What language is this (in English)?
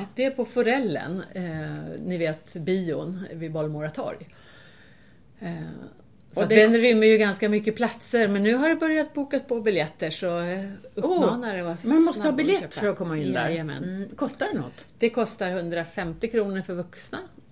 Swedish